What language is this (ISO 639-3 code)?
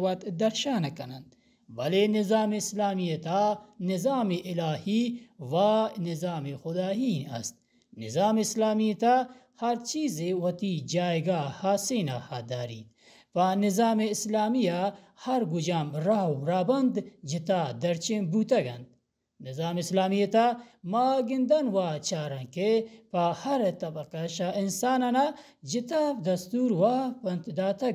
bal